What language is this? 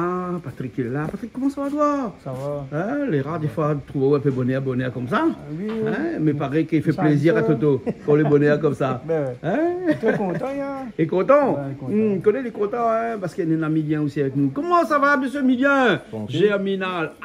Réunion Creole French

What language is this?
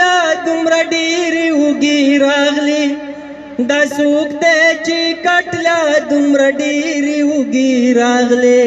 Pashto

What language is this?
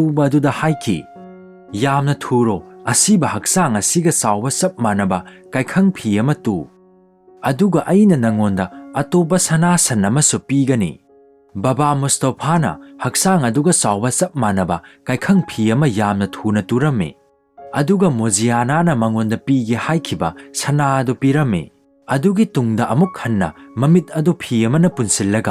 Manipuri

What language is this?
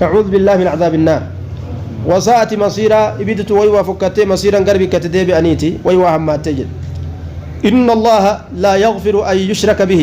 Oromo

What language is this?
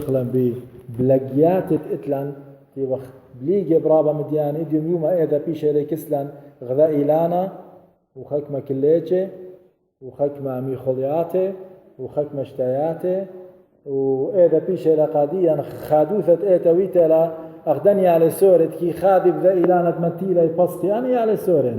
Assyrian Neo-Aramaic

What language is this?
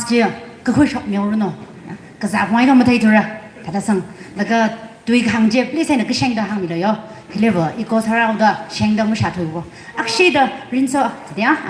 Tangkhul Naga (India)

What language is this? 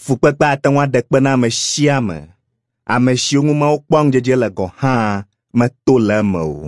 Ewe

